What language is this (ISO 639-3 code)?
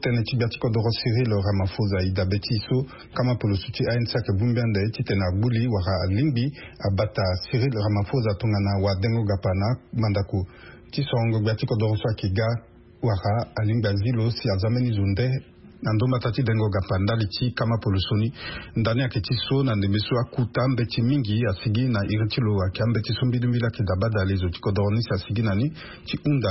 sag